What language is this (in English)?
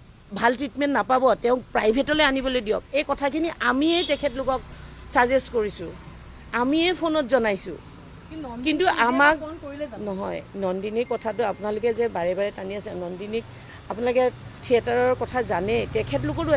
Assamese